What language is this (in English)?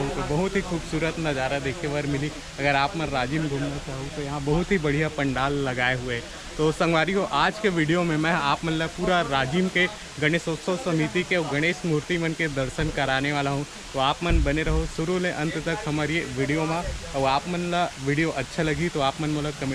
Chhattisgarhi